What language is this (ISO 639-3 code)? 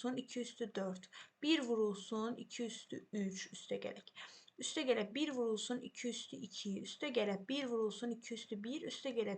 aze